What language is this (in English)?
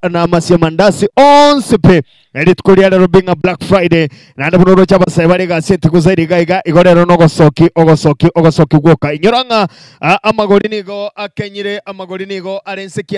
Gusii